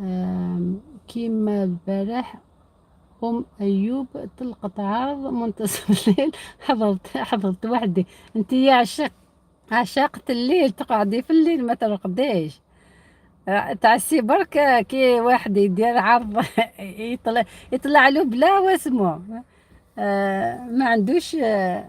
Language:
Algerian Arabic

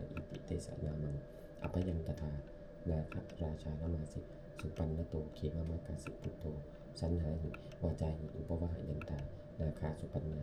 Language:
Pali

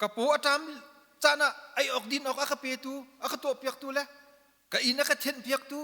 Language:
Hakha Chin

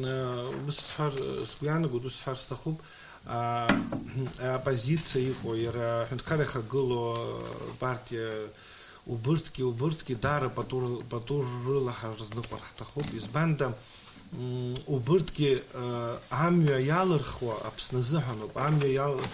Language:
Abkhazian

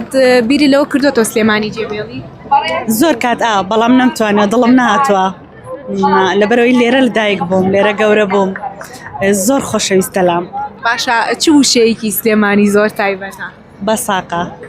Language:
Central Kurdish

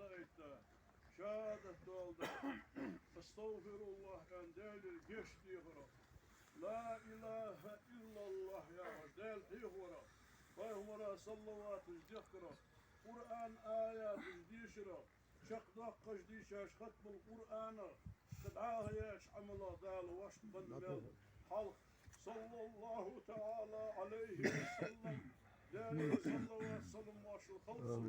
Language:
Ingush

